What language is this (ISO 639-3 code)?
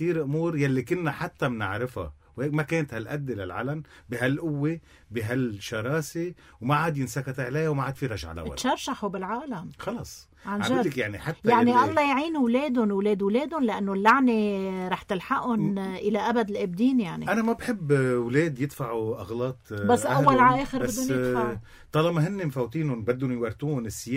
apc